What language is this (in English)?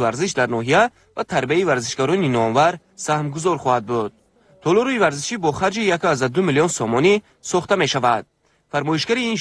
Tajik